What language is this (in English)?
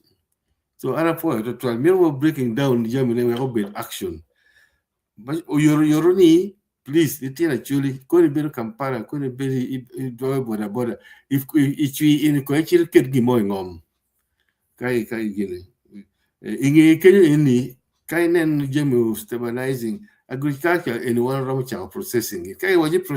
Acoli